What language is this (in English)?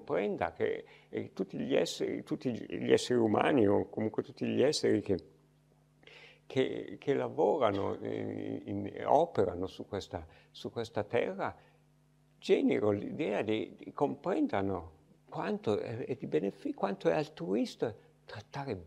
Italian